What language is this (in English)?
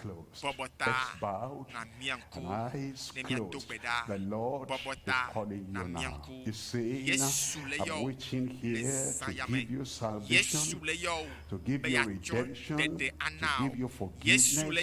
Ewe